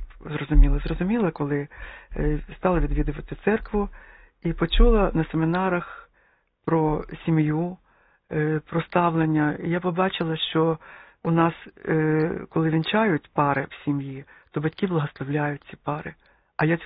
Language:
Ukrainian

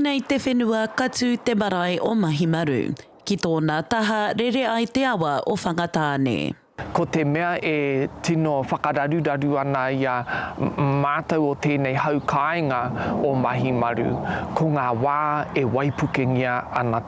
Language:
Māori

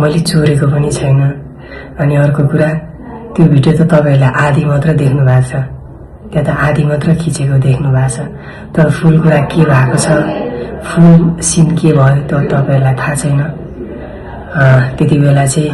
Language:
Nepali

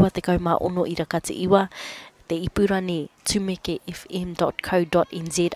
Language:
Māori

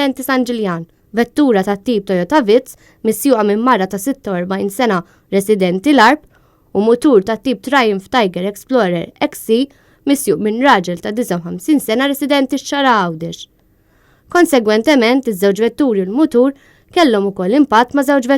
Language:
Maltese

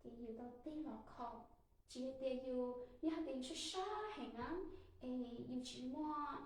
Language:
Hmong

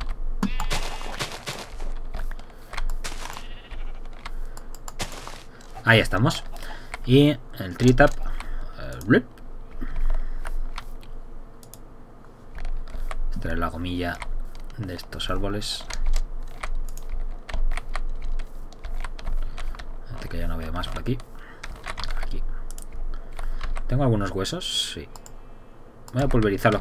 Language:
Spanish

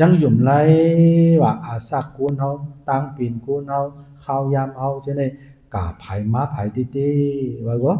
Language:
Shan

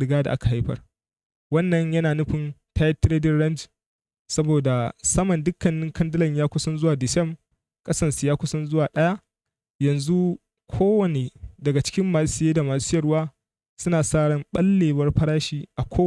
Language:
Hausa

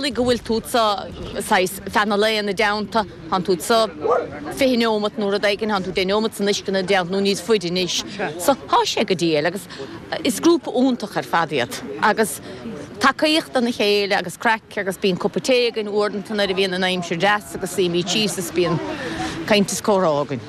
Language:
Irish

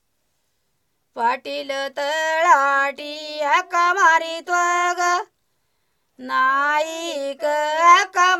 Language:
Marathi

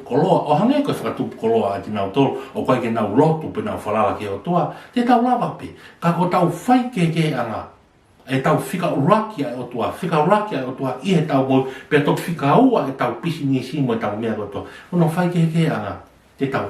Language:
Tongan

